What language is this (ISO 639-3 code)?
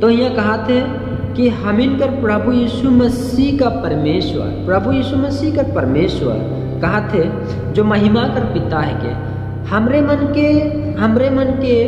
sck